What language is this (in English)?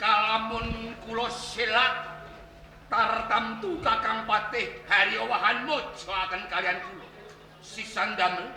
Javanese